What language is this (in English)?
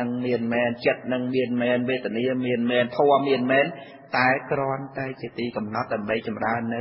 Khmer